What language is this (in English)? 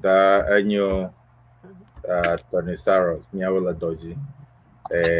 Ewe